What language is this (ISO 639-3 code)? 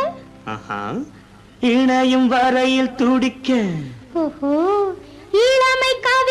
tam